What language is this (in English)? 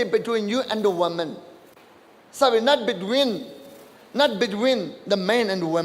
Naga Pidgin